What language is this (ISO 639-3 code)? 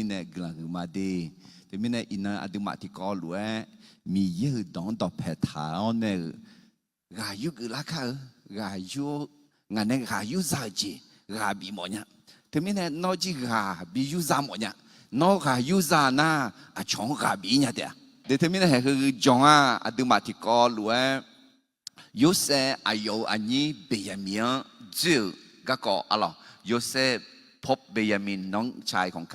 ahk